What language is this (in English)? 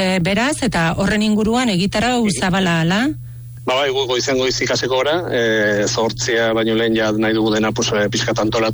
Basque